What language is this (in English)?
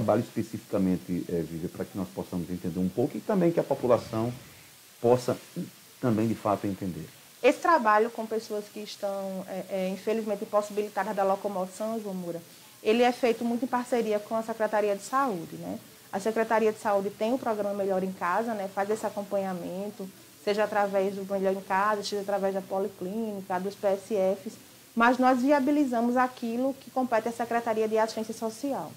Portuguese